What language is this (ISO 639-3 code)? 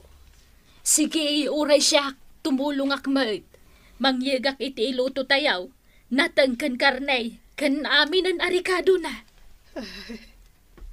ilo